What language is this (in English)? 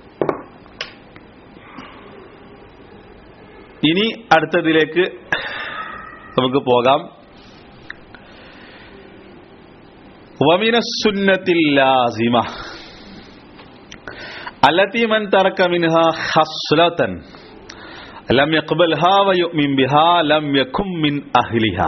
Malayalam